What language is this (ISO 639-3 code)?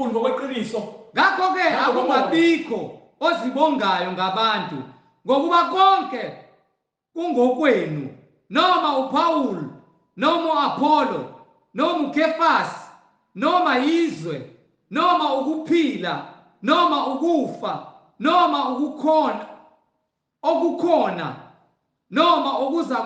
zul